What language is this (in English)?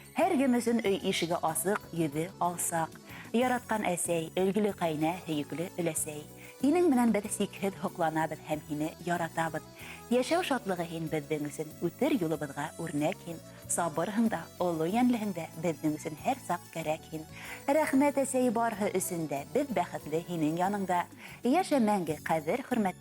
Bashkir